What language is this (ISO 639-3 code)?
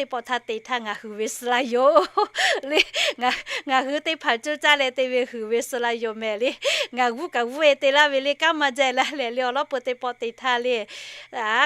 lhu